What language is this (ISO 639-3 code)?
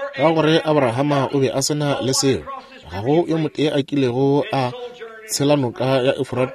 nso